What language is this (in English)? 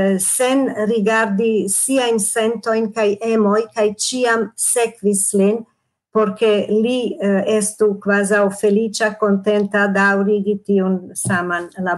Esperanto